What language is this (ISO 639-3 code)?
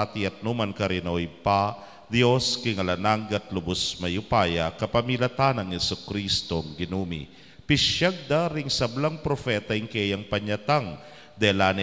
pam